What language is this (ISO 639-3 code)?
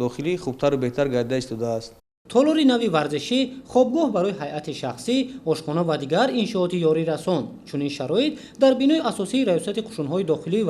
tgk